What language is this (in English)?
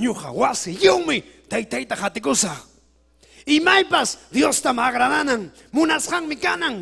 Ayacucho Quechua